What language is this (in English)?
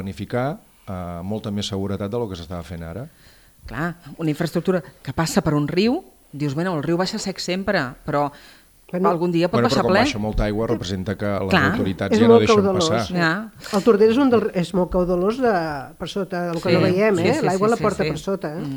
Catalan